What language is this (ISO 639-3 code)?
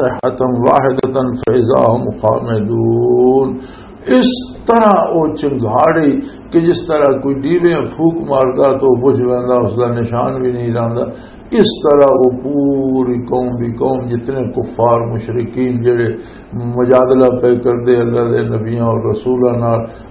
lah